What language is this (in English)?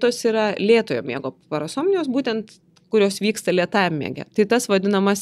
Lithuanian